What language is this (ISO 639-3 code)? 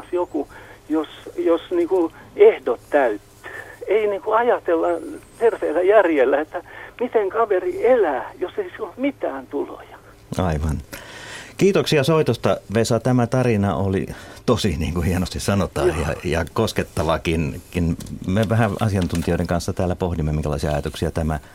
fin